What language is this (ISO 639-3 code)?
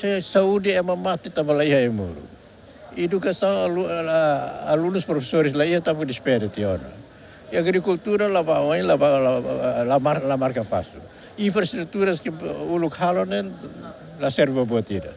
tet